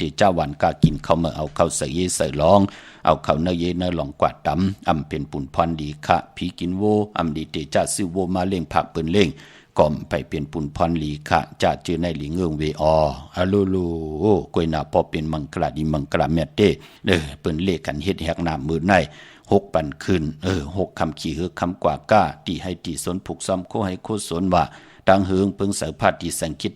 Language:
Shan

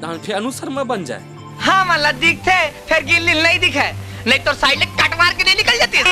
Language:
Chhattisgarhi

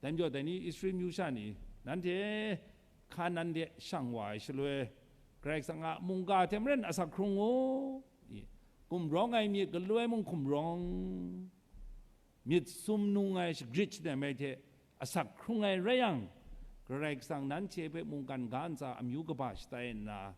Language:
Kachin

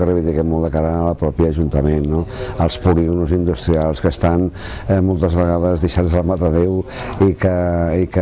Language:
Catalan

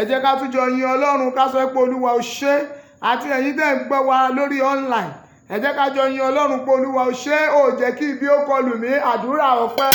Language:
Yoruba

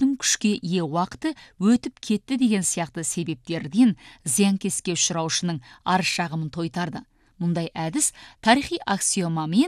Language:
Kazakh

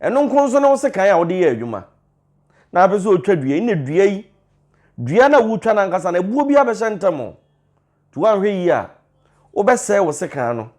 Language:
Akan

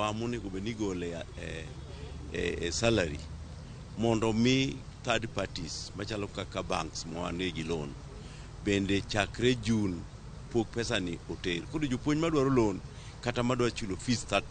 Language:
Luo (Kenya and Tanzania)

